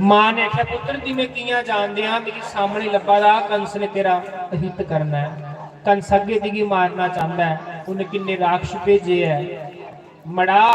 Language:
Dogri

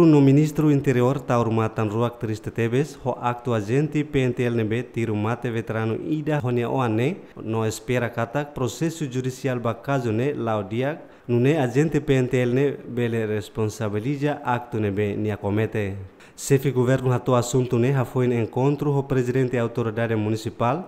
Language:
Tetum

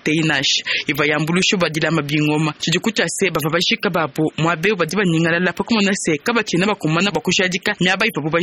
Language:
Luba-Lulua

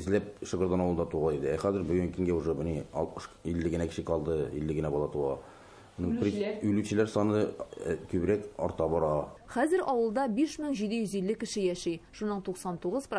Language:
Tatar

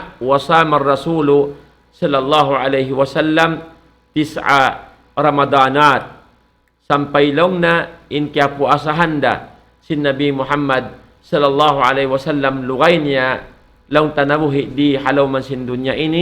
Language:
Tausug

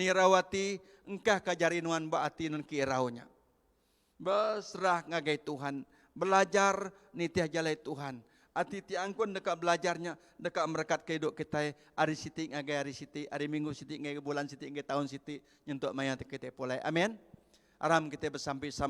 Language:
Iban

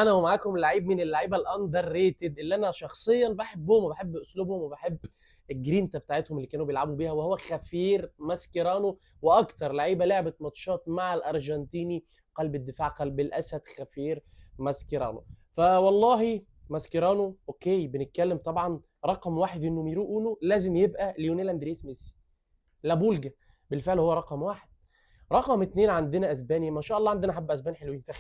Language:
Egyptian Arabic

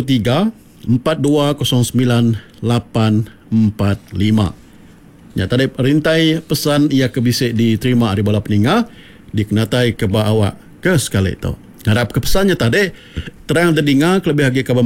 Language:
Iban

